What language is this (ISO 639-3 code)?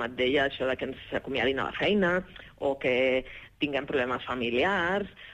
cat